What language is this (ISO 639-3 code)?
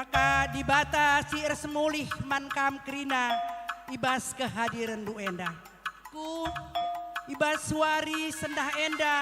btx